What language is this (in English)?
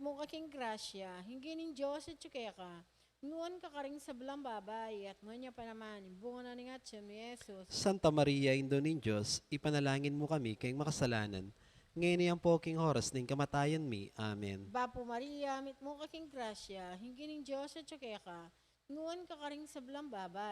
Pampanga